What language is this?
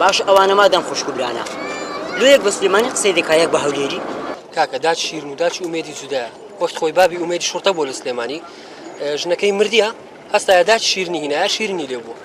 Central Kurdish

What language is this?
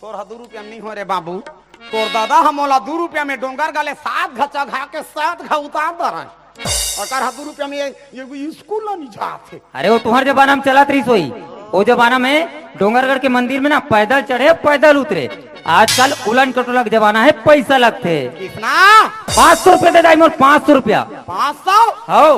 Chhattisgarhi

